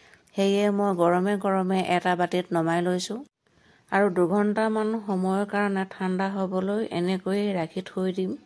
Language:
Assamese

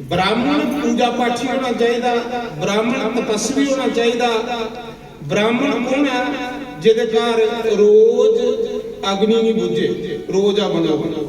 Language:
Dogri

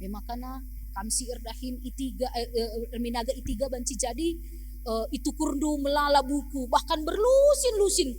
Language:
Batak Karo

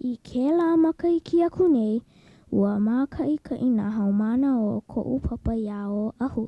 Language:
Hawaiian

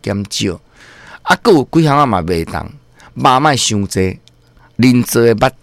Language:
Min Nan Chinese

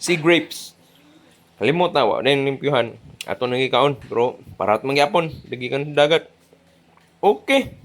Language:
Cebuano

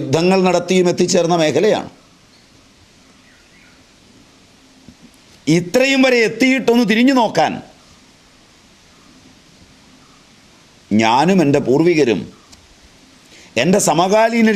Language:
Malayalam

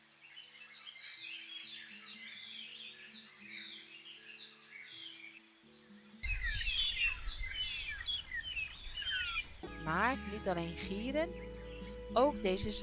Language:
Dutch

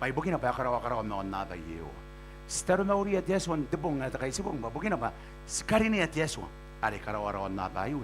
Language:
Gilbertese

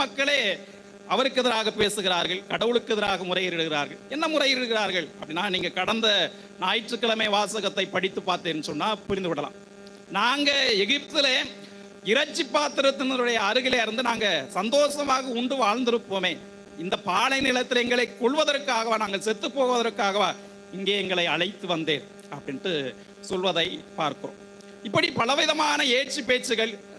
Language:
Tamil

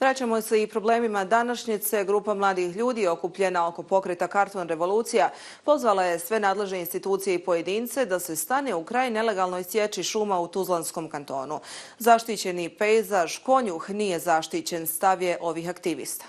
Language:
Bosnian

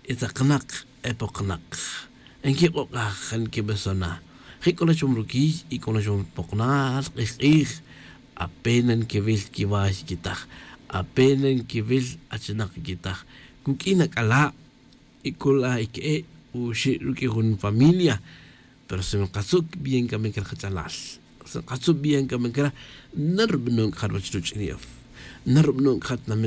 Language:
Tz'utujil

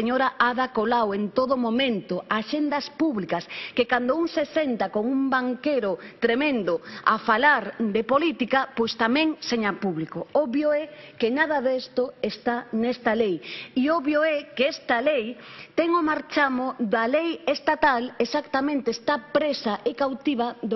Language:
Galician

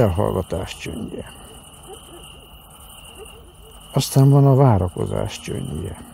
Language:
Hungarian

